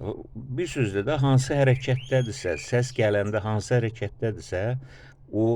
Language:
Azerbaijani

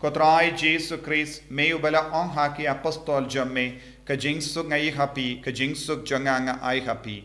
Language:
Khasi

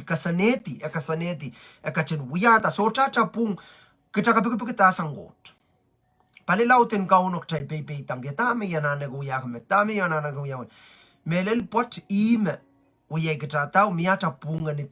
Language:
Pohnpeian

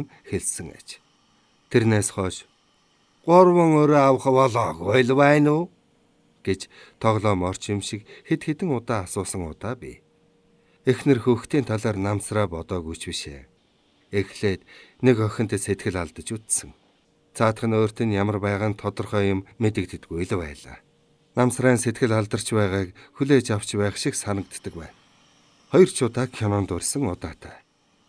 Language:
Mongolian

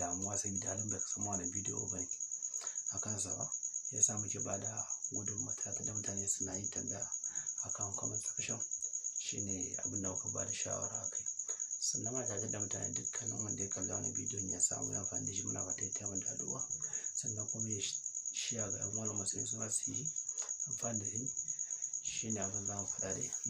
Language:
Hausa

